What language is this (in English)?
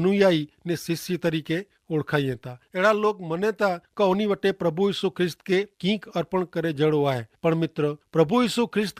Kachhi